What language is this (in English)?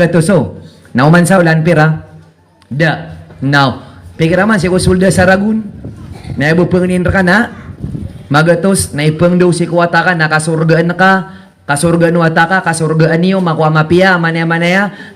Maranao